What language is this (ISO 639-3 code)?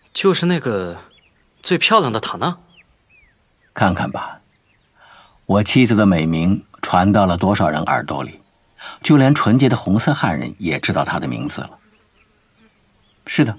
zho